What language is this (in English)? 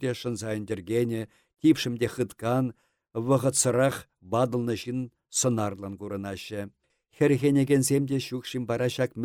Chuvash